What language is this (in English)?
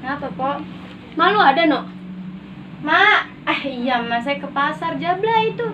Betawi